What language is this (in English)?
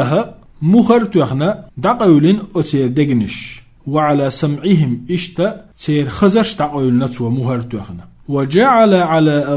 Chechen